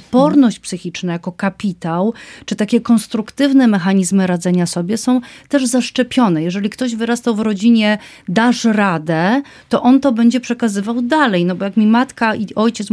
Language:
Polish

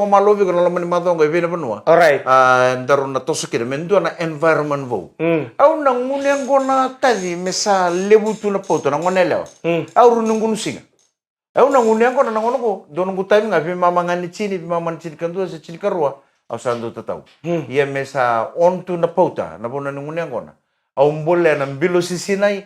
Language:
Fijian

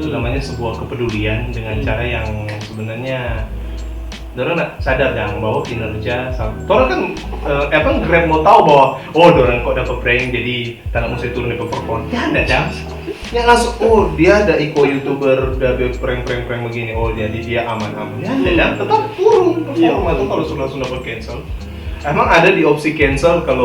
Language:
Manado Malay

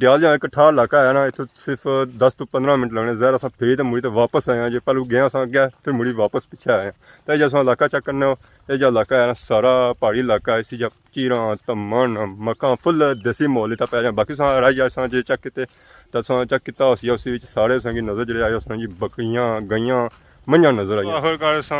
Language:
Pahari-Potwari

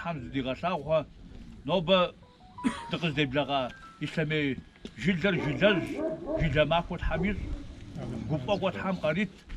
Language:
Kabardian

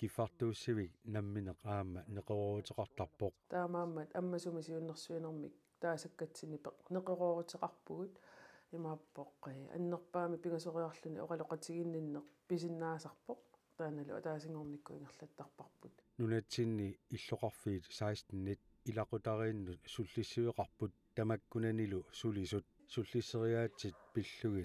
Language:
Kalaallisut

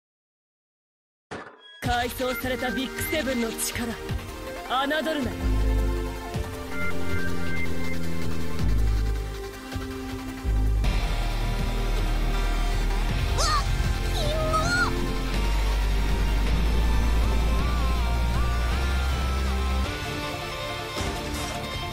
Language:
Japanese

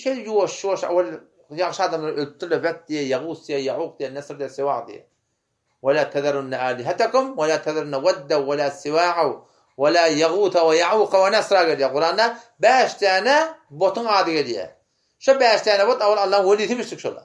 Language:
Turkmen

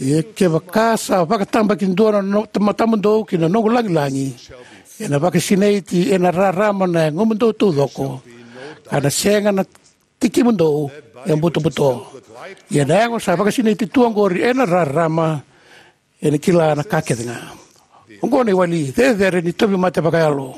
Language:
Fijian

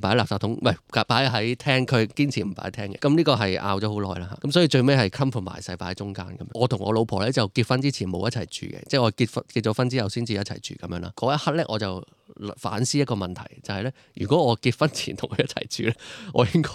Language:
Cantonese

